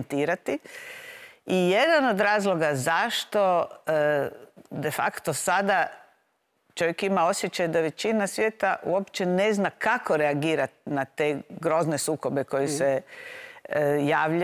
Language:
Croatian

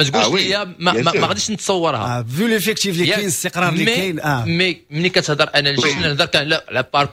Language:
Moroccan Arabic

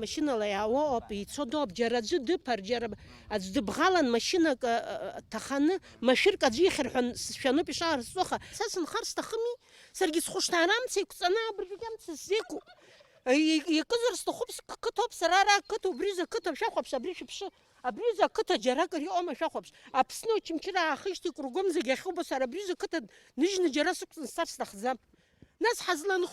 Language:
Abkhazian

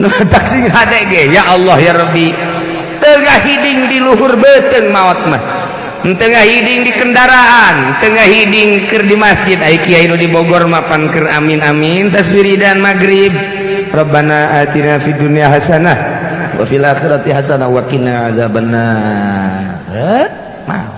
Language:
Sundanese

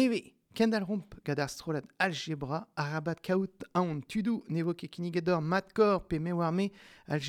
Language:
Breton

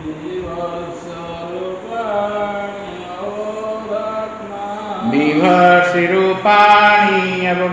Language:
Odia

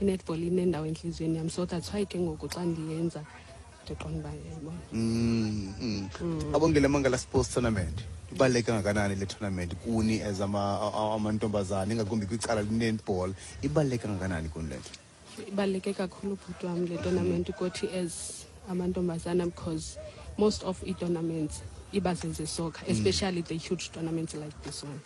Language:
Xhosa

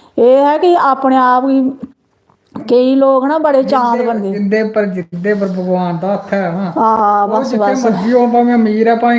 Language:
Dogri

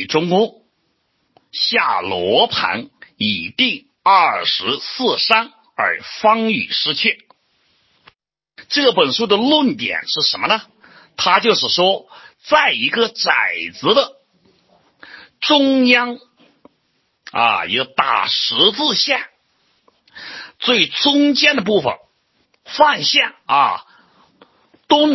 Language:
Chinese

